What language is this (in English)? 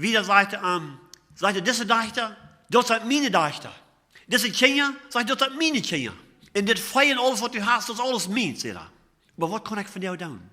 Plautdietsch